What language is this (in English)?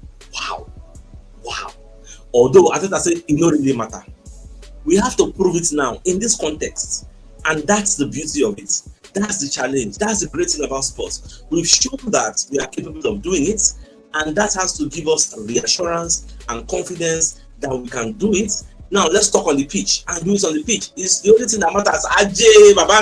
Nigerian Pidgin